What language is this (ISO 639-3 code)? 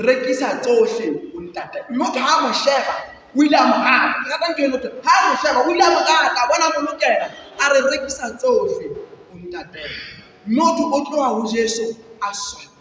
sot